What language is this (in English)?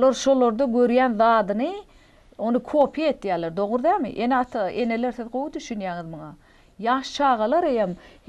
Turkmen